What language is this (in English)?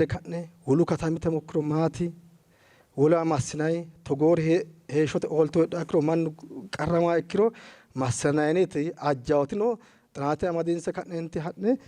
Sidamo